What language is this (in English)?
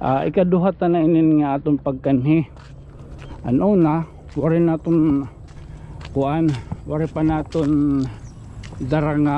Waray